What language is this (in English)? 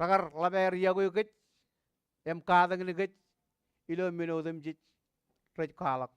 Marshallese